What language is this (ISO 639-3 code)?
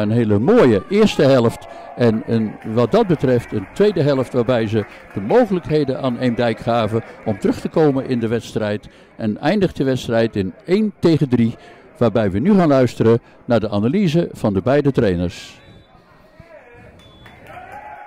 nld